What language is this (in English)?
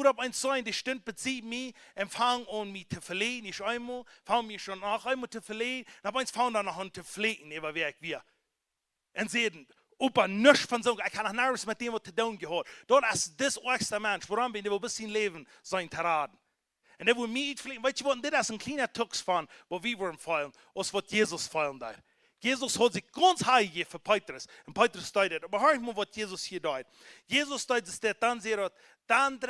Plautdietsch